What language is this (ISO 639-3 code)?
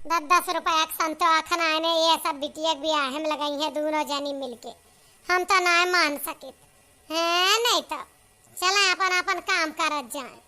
awa